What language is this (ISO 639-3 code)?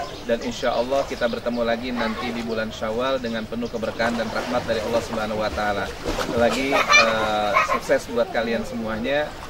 ind